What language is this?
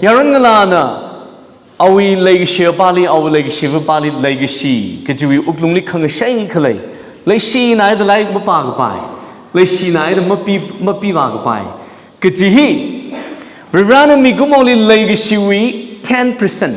Tangkhul Naga (India)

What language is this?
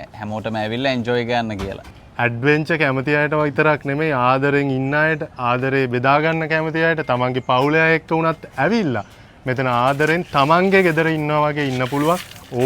Sinhala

